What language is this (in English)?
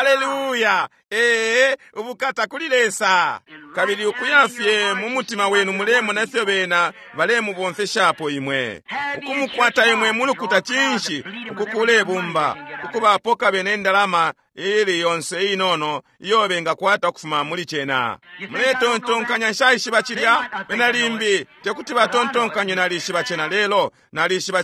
Bemba